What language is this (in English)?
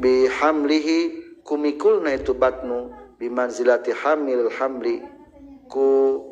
Sundanese